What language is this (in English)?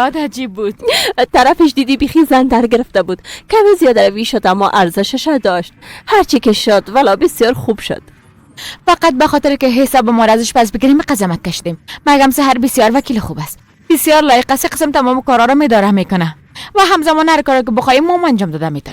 Persian